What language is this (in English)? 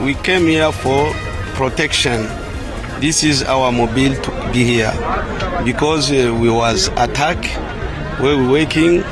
Venda